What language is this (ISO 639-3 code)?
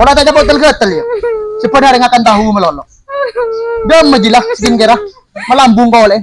mad